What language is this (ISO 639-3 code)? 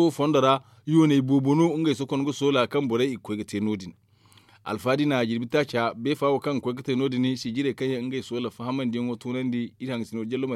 dje